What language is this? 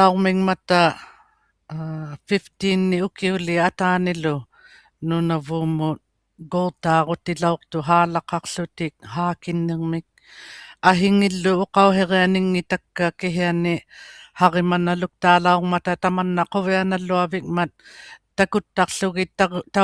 Inuktitut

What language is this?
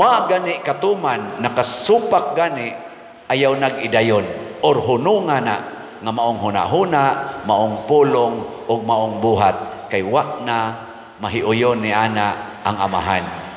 Cebuano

